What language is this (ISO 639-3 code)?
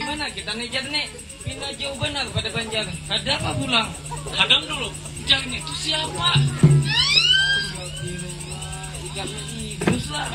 bjn